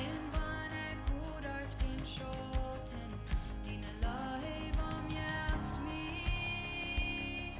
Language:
Plautdietsch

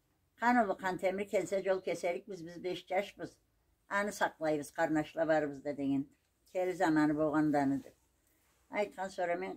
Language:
Karachay-Balkar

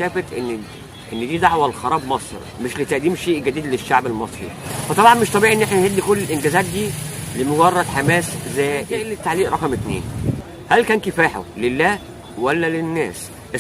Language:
Egyptian Arabic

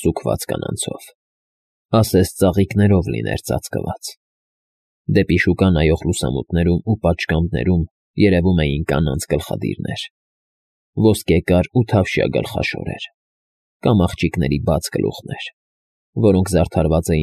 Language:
Armenian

